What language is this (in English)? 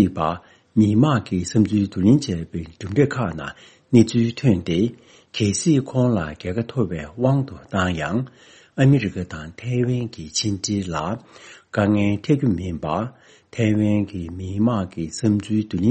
Tibetan